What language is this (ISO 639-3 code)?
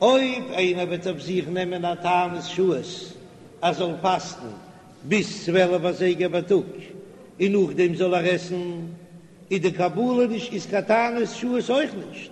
yid